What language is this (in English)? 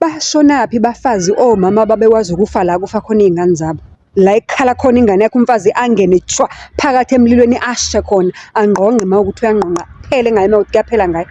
Zulu